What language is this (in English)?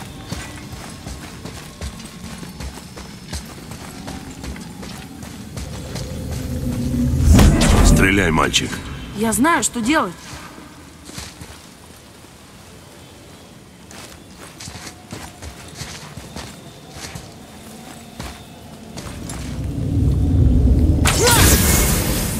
Russian